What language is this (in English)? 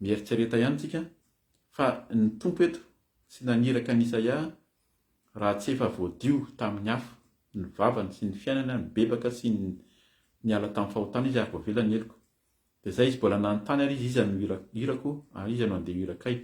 Malagasy